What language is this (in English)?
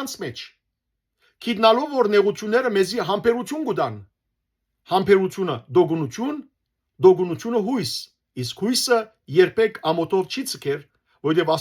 Western Armenian